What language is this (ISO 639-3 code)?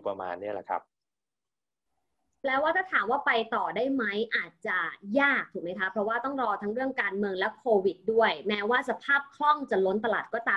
tha